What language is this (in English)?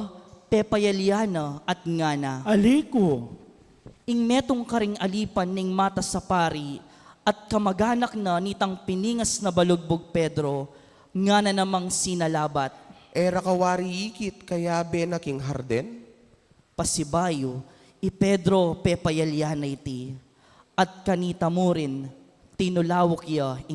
Pampanga